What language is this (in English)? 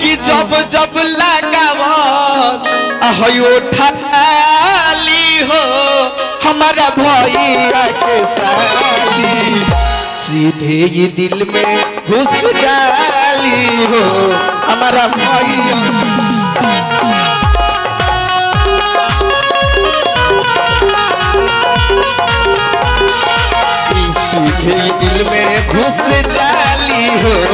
Bhojpuri